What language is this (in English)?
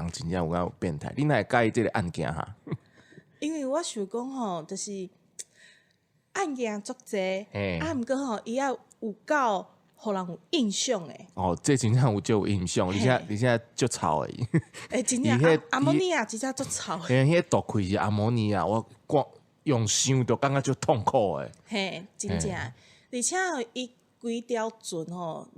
Min Nan Chinese